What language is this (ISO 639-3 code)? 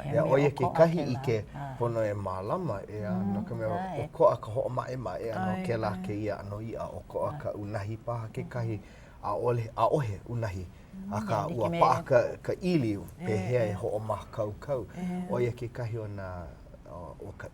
haw